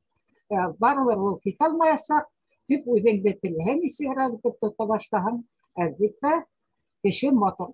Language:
Bashkir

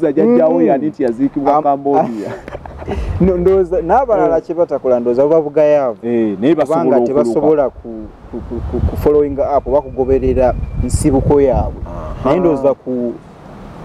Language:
Ganda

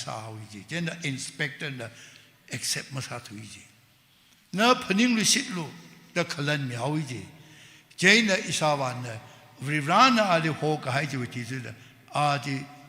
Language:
Tangkhul Naga (India)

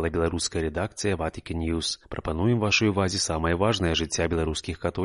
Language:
Belarusian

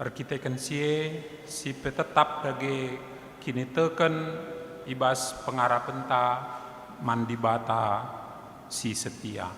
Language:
Batak Karo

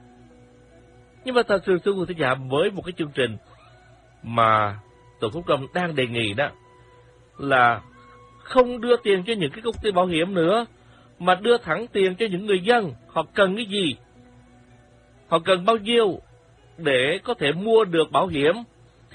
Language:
Vietnamese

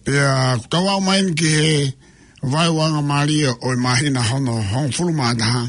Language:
Tongan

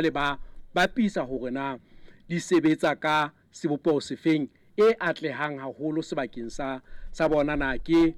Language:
Southern Sotho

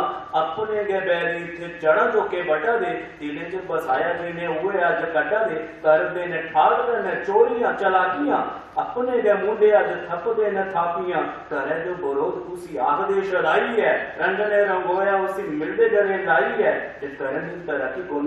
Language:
Dogri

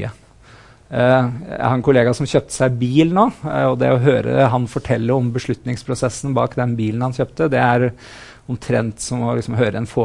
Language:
Norwegian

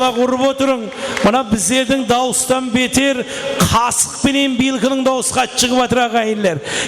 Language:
Kara-Kalpak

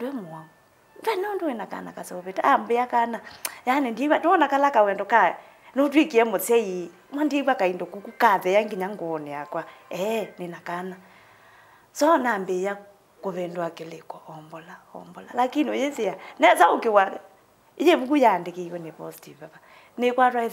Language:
Kamba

